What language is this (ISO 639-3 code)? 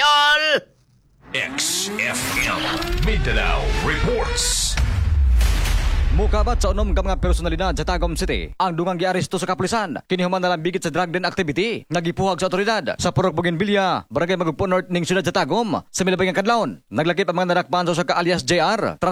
ceb